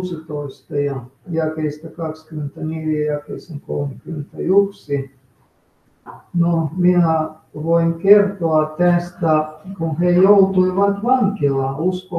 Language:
Finnish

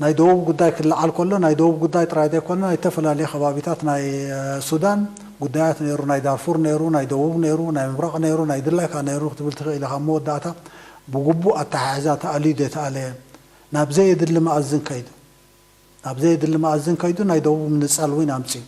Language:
Tigrinya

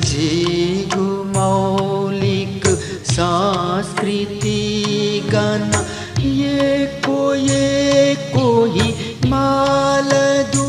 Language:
Newari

